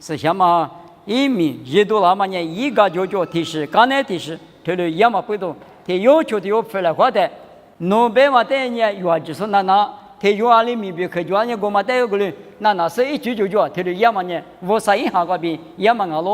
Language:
Lisu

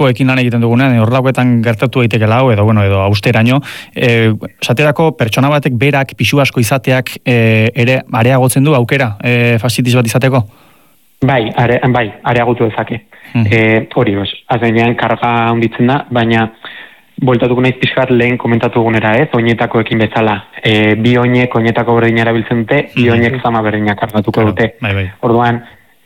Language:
Basque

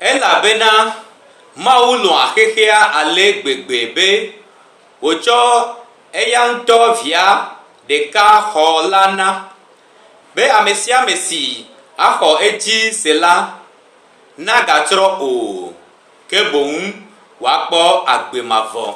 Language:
Gen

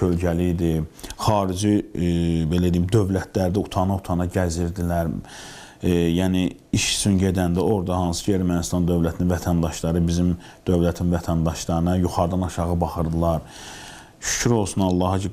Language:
Azerbaijani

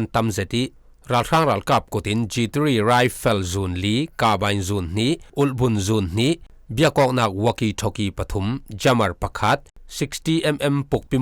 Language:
Falam Chin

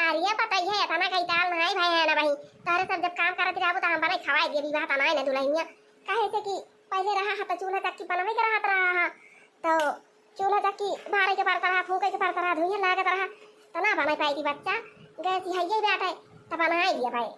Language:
Awadhi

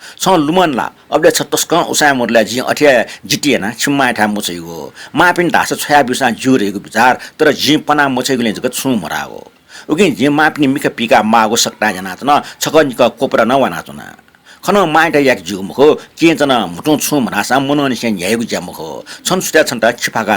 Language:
Newari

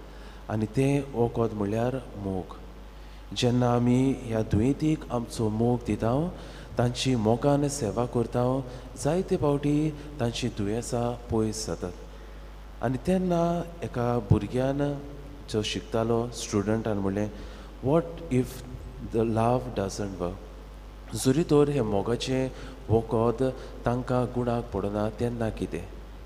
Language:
Konkani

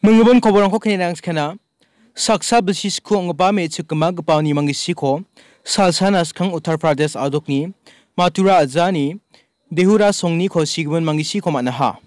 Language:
Garo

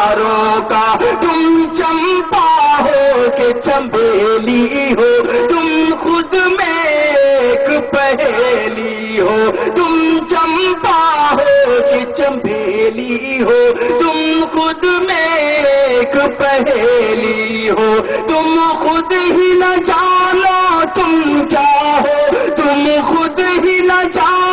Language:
Urdu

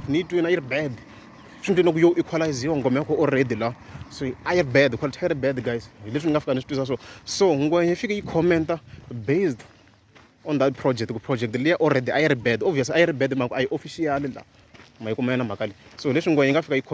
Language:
Tsonga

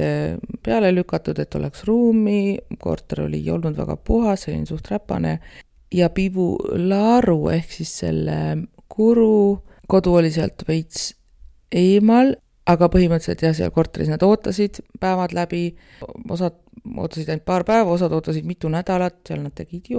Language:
Estonian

